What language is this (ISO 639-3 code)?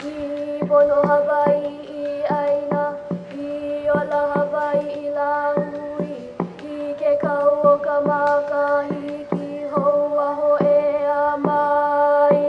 haw